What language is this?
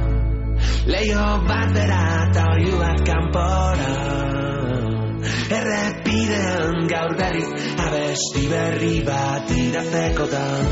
Basque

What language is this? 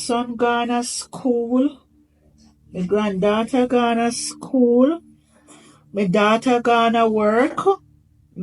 Jamaican Creole English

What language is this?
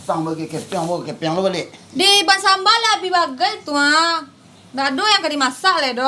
Minangkabau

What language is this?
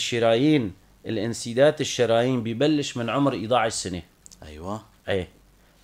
North Levantine Arabic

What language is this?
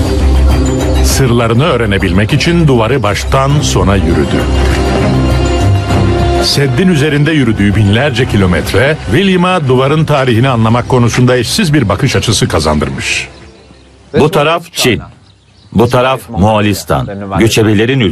Turkish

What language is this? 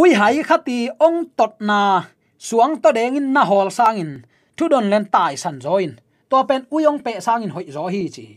Tedim Chin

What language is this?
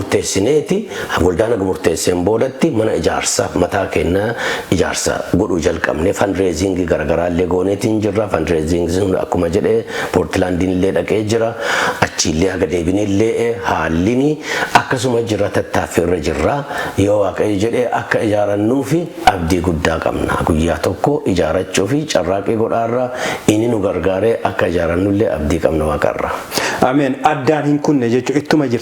Oromo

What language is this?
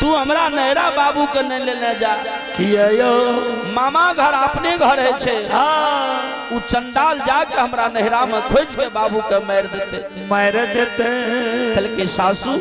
Maithili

